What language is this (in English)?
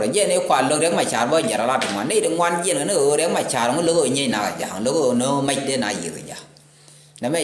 Nuer